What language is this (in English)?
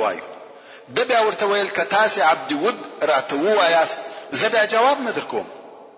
Pashto